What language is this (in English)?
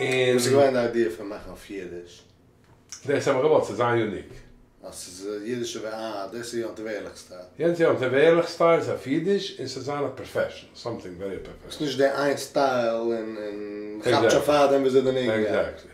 Yiddish